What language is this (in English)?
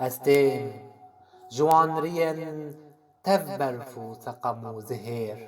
Kurdish